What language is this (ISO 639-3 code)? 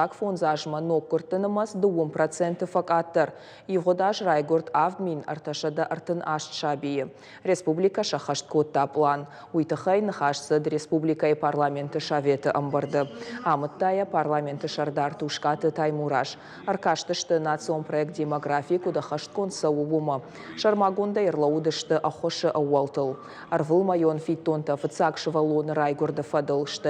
oss